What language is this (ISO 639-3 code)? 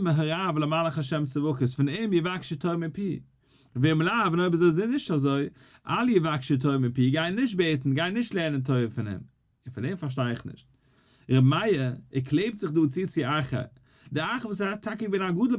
yid